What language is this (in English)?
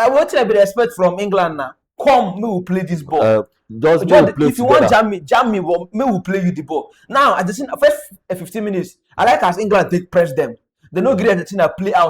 Nigerian Pidgin